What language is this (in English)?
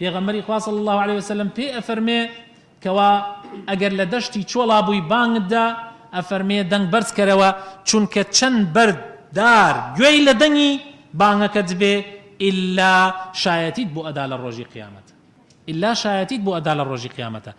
Central Kurdish